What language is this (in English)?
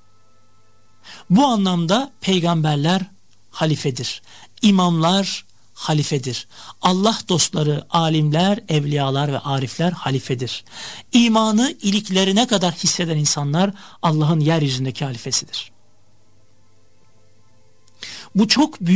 Turkish